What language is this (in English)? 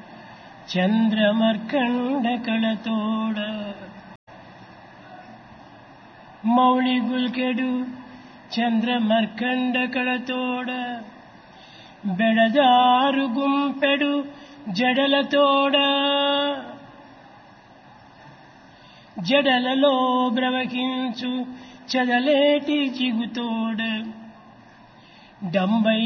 Telugu